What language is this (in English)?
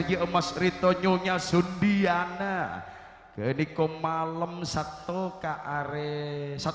Madurese